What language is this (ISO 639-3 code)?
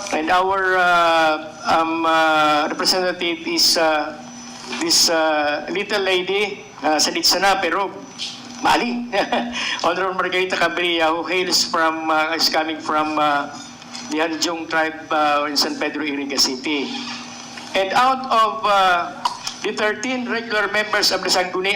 bik